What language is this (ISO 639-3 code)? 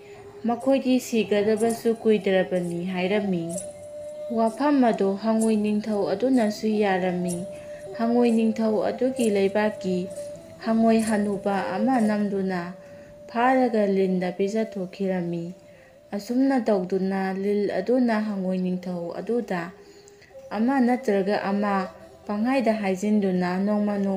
mni